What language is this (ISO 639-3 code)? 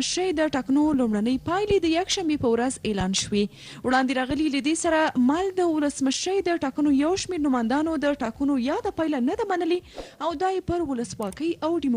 pus